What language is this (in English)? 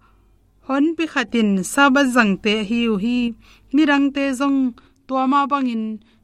Tedim Chin